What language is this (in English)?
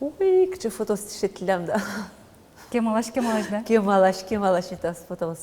Udmurt